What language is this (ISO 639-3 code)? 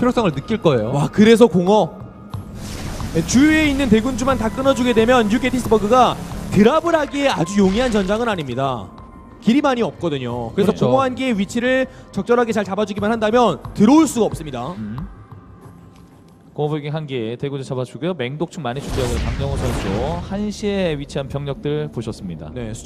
kor